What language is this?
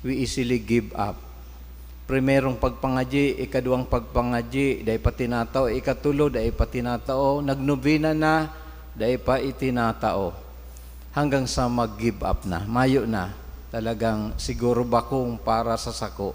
Bikol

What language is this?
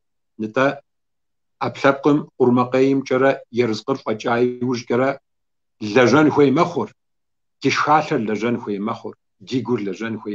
Kabardian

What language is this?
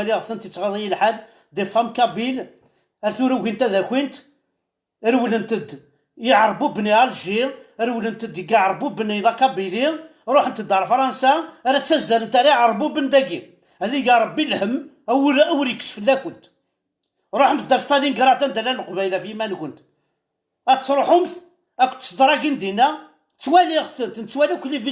Kabyle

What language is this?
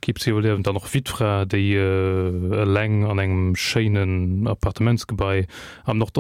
Luxembourgish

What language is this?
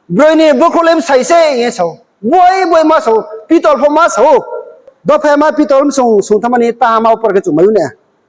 Riang (India)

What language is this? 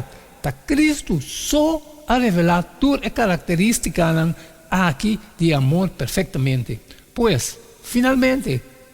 Papiamento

